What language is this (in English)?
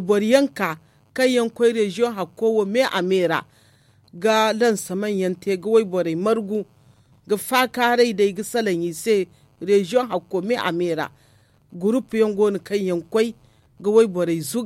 Zarma